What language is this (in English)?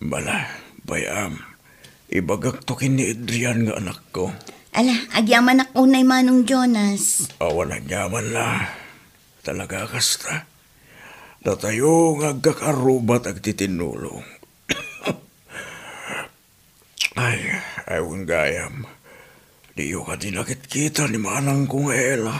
Iloko